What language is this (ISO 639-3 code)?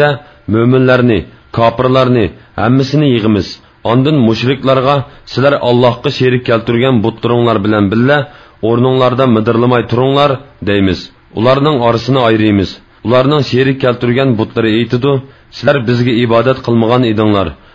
uig